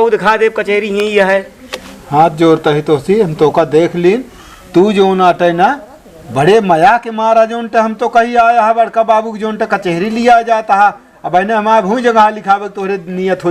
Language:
Awadhi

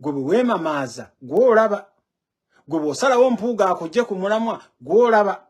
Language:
Ganda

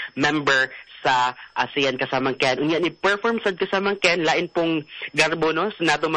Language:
Cebuano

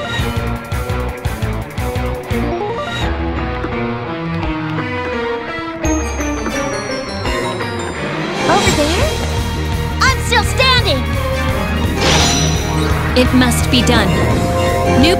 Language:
English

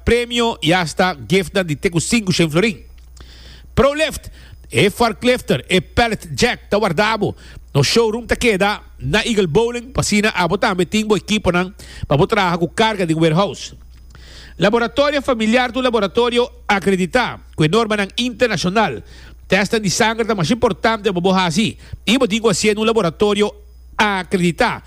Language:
Papiamento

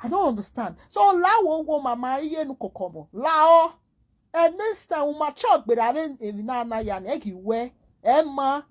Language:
Nigerian Pidgin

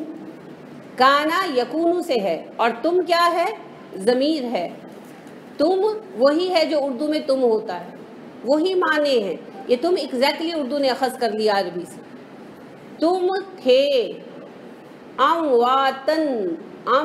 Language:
Urdu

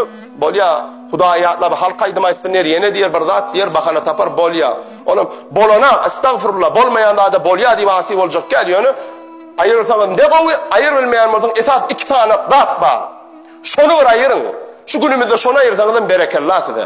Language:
Turkmen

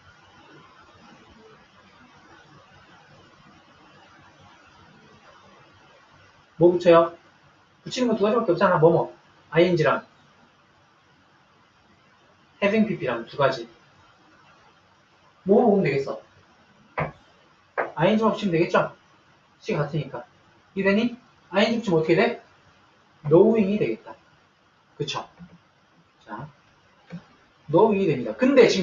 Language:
Korean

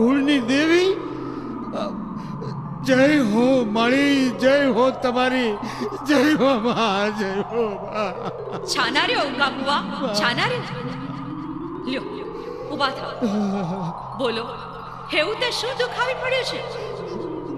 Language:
Gujarati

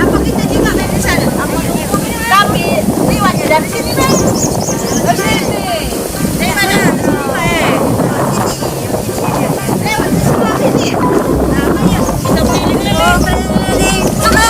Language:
Musi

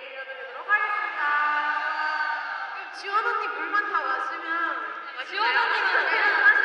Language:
Korean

